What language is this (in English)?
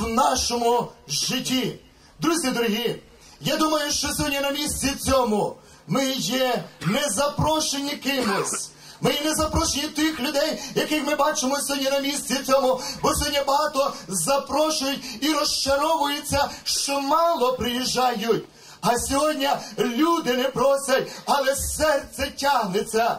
Ukrainian